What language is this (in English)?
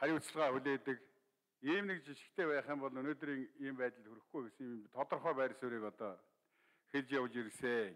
Mongolian